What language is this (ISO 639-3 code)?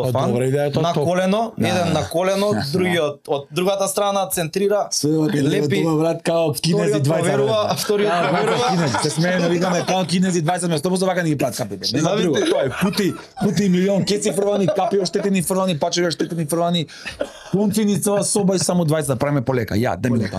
mkd